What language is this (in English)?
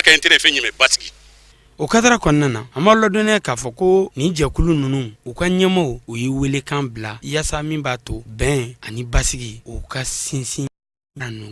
Bambara